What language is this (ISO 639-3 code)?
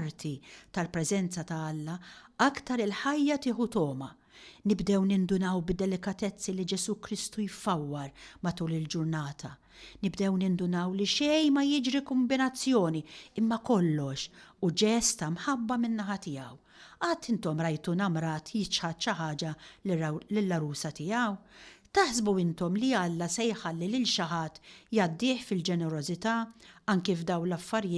mlt